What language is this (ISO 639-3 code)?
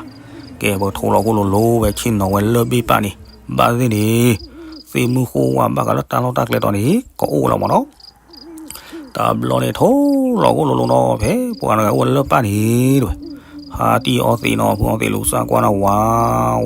ksw